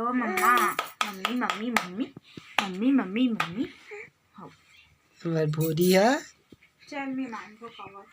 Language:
Chhattisgarhi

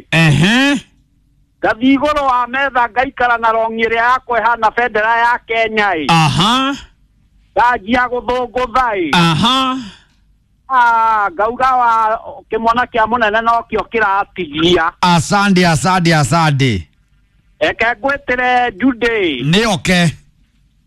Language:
Kikuyu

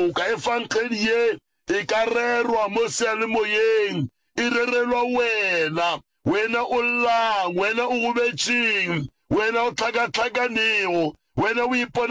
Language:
Northern Sotho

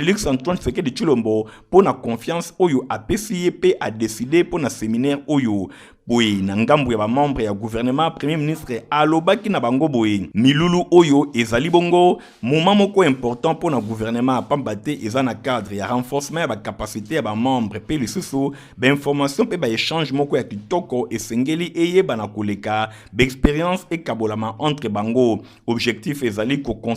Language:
Lingala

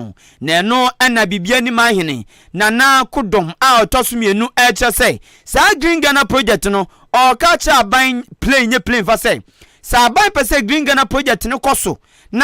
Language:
Akan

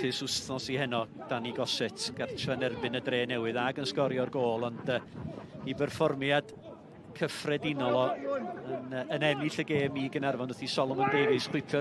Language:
Welsh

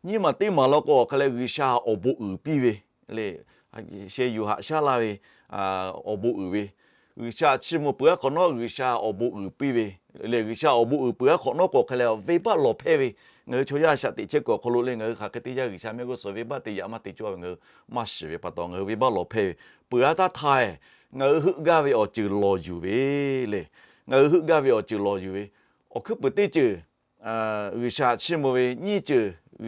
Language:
Lahu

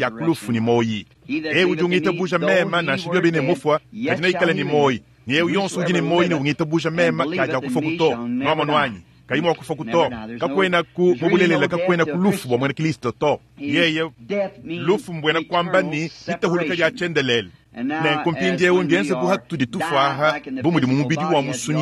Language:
Luba-Lulua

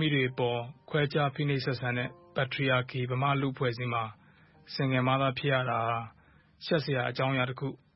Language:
Burmese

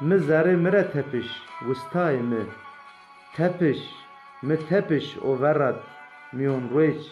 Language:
Zaza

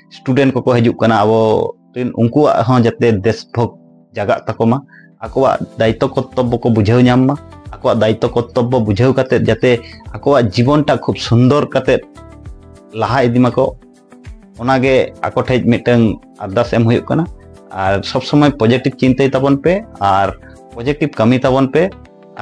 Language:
Santali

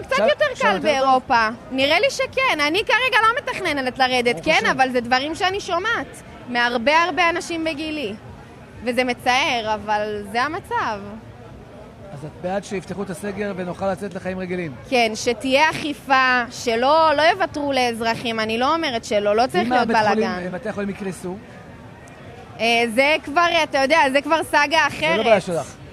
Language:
Hebrew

